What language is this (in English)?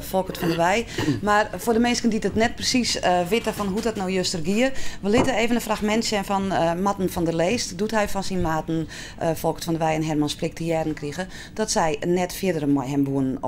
Western Frisian